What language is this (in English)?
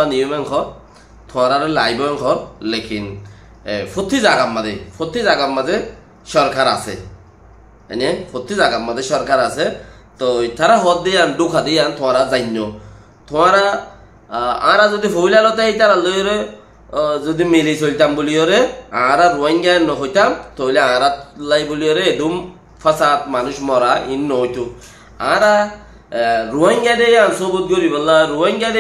Rohingya